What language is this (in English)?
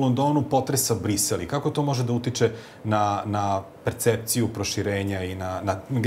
Serbian